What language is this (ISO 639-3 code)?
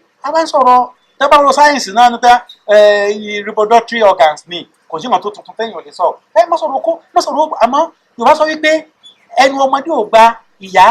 yor